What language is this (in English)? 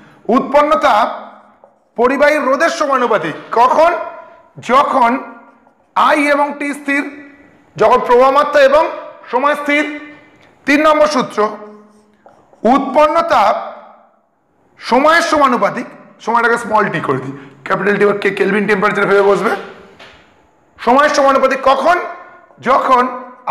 Bangla